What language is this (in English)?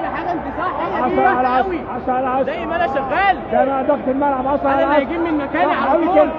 Egyptian Arabic